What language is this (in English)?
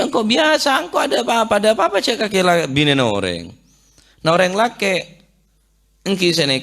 Madurese